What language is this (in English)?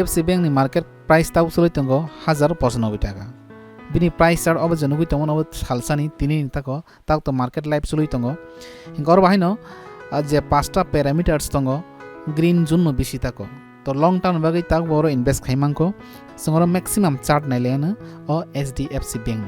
Kok Borok